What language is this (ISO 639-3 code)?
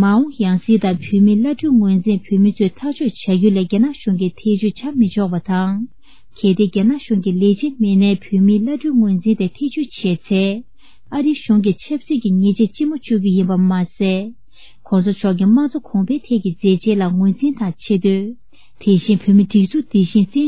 bod